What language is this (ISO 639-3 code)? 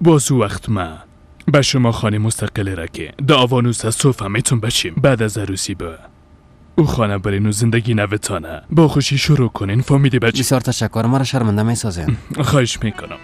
fas